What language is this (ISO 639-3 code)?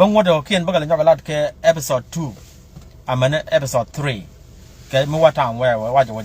nus